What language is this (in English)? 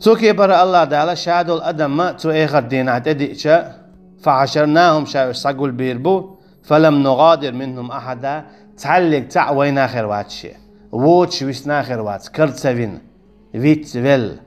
Chechen